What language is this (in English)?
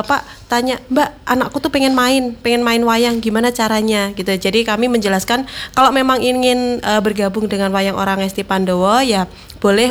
Indonesian